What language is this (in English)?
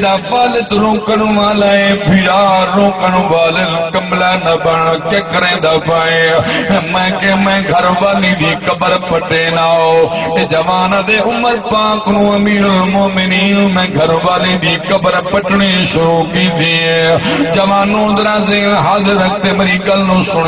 Saraiki